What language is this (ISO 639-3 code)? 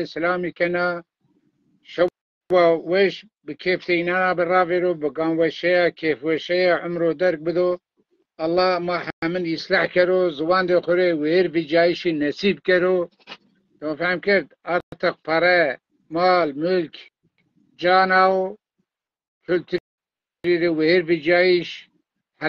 zza